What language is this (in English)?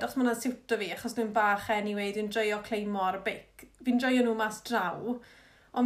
Welsh